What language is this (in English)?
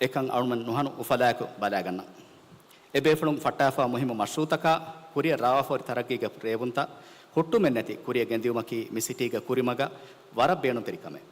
Divehi